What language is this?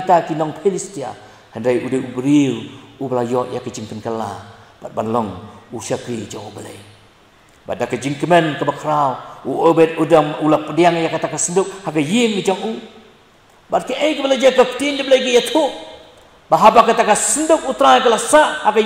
Khasi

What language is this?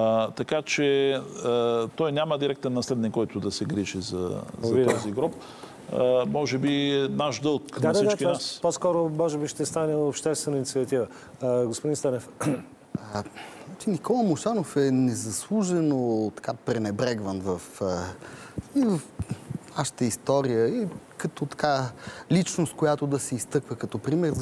Bulgarian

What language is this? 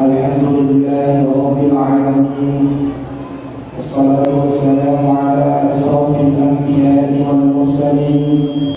Buginese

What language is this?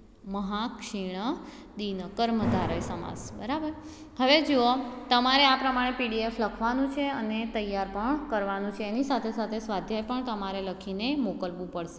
Gujarati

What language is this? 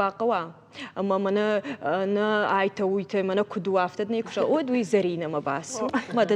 Ossetic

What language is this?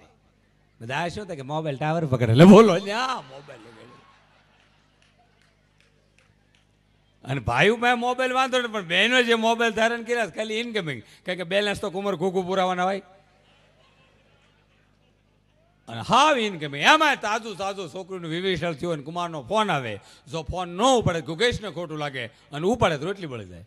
Gujarati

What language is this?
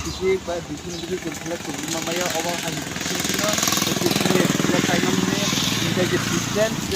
Kok Borok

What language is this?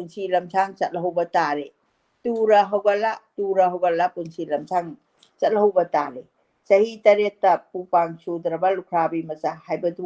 Manipuri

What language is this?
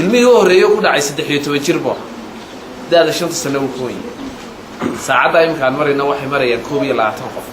Somali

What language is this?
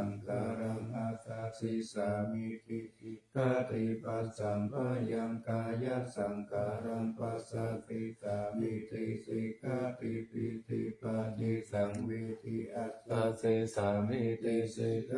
Pali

